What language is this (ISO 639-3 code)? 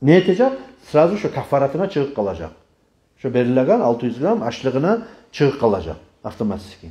kum